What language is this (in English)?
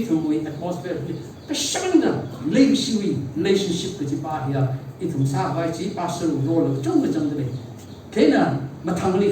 Tangkhul Naga (India)